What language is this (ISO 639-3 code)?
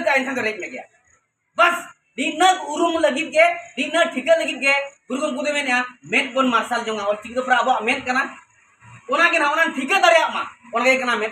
sat